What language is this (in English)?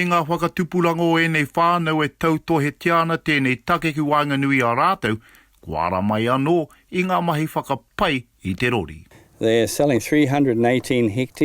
Māori